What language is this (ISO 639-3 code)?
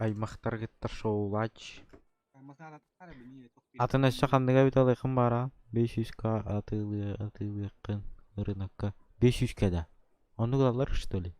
sah